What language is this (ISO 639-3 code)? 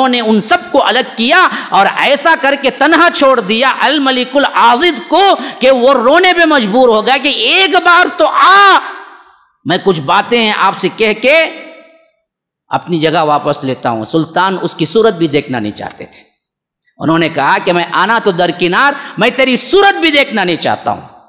urd